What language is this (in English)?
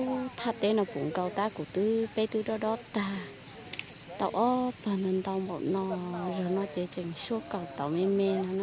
Hmong